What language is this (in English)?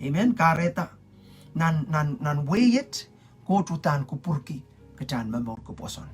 Pohnpeian